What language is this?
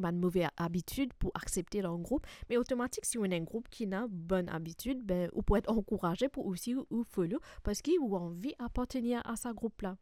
Morisyen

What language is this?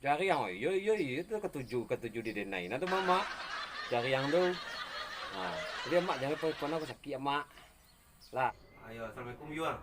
Minangkabau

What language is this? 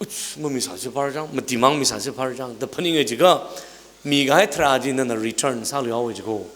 Tangkhul Naga (India)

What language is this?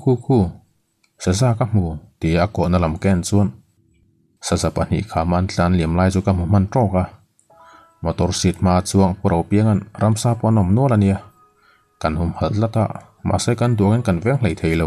Mizo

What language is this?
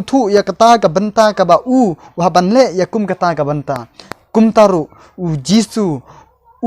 Khasi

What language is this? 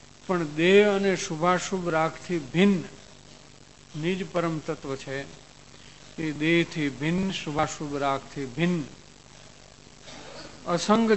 Gujarati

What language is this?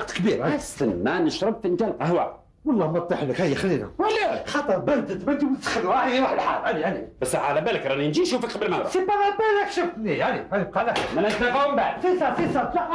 Algerian Arabic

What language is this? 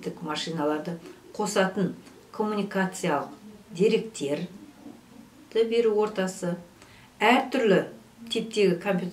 Kazakh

